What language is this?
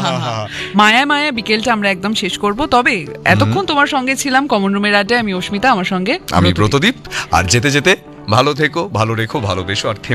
Bangla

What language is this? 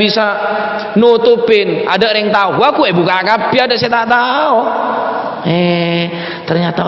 Madurese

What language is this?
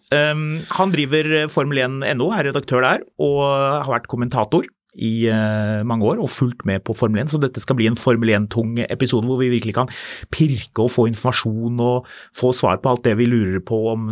Norwegian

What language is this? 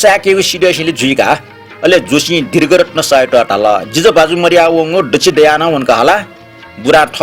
Newari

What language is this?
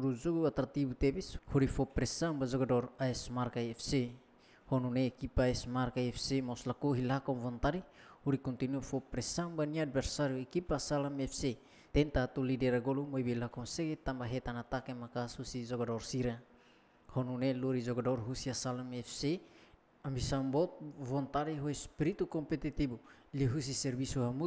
Tetum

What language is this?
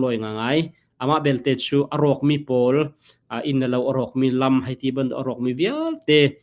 Hakha Chin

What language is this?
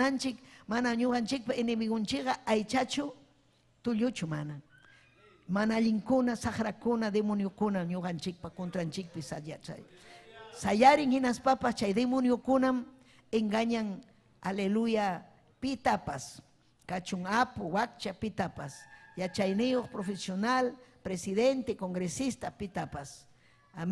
Ayacucho Quechua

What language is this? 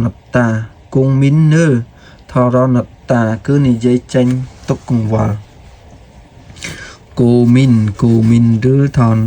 Khmer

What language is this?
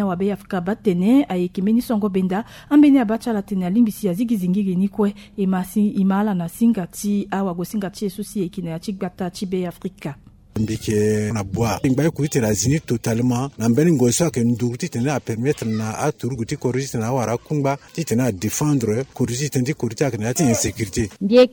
Sango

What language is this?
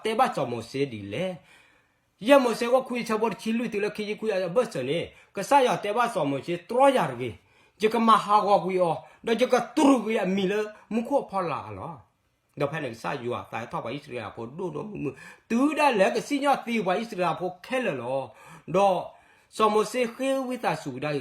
S'gaw Karen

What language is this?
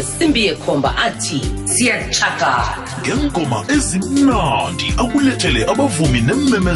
South Ndebele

